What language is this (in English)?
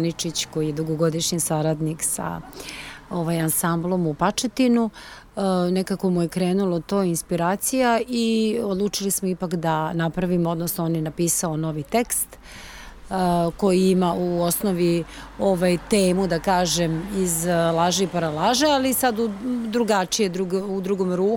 Serbian